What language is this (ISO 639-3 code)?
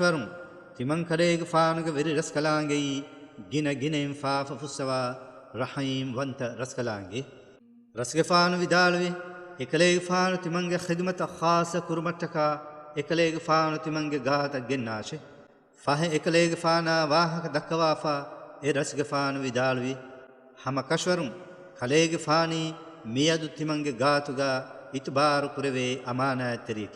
div